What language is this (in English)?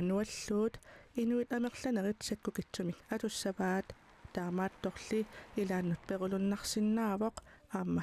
Kalaallisut